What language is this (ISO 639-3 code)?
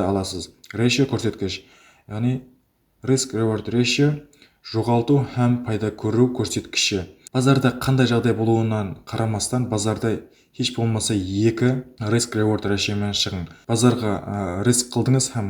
kaa